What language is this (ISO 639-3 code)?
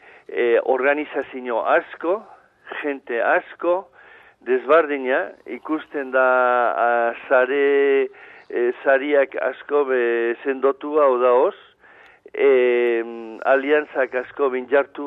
eus